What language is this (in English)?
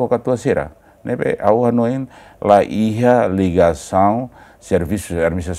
Tetum